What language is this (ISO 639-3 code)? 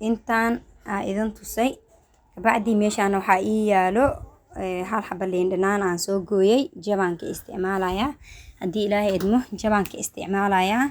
som